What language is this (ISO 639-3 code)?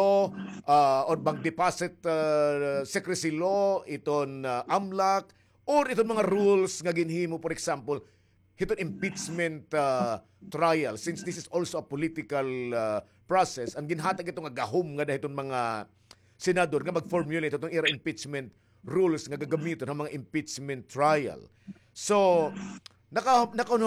war